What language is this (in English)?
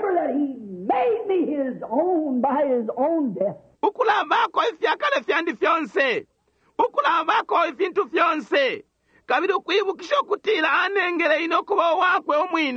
Bemba